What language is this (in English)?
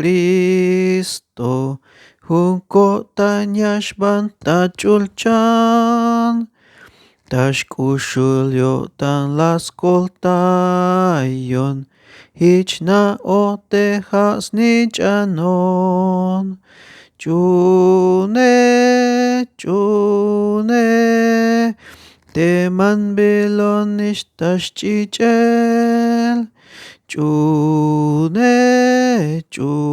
Tzeltal